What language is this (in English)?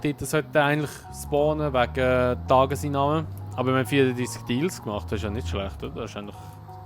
Swiss German